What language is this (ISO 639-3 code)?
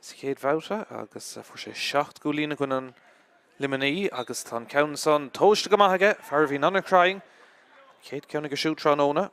gle